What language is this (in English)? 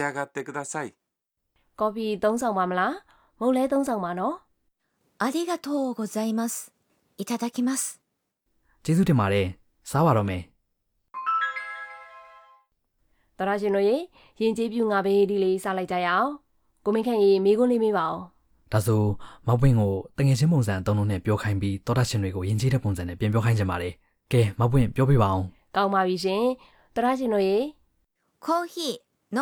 Burmese